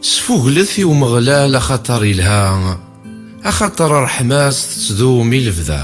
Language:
Kabyle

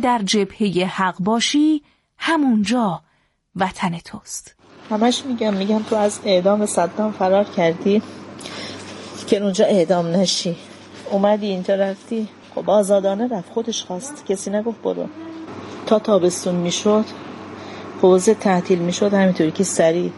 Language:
Persian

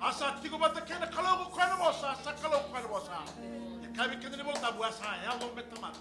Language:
Fijian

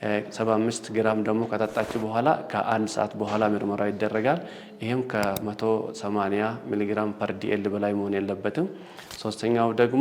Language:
Amharic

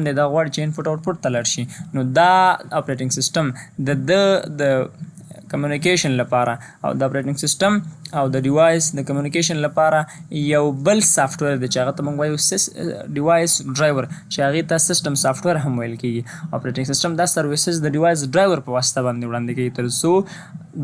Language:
Pashto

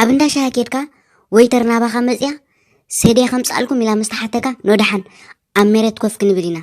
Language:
Tigrinya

